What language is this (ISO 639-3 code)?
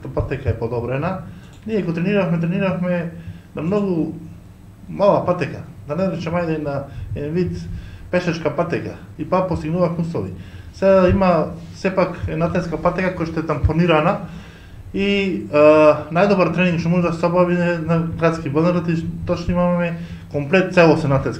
mkd